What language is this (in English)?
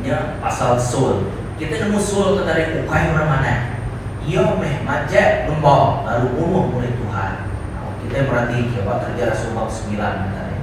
Iban